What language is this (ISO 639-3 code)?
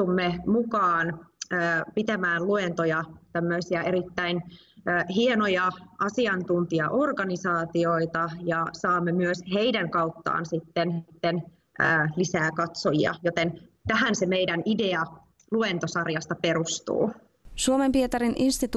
fin